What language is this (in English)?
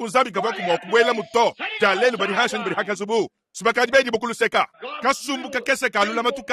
Luba-Lulua